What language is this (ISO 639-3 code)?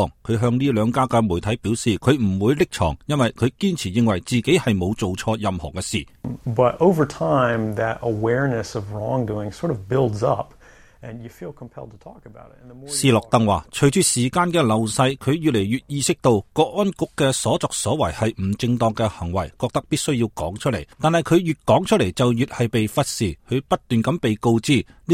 yue